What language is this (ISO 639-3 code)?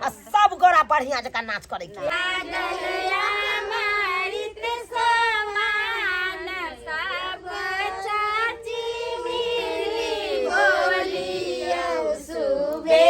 mai